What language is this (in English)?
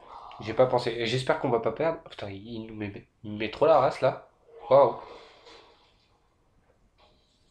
French